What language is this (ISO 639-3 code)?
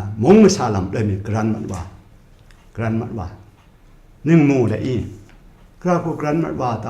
kac